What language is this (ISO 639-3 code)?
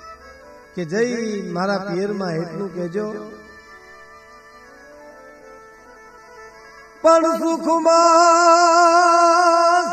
guj